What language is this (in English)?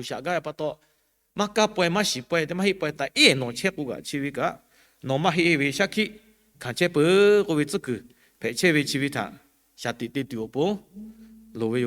Lahu